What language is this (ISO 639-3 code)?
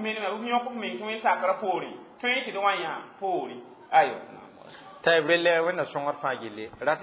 mos